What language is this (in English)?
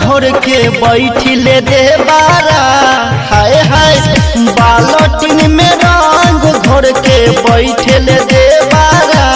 Bhojpuri